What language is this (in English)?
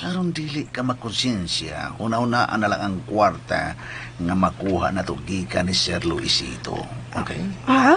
Cebuano